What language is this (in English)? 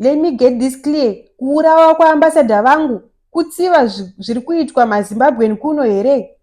Shona